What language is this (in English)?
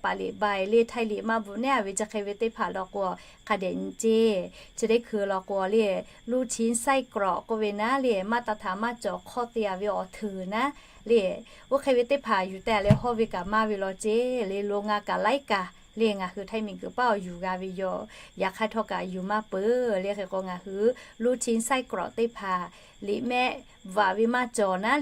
Lahu